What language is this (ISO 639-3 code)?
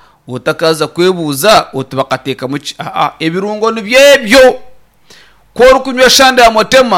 nyn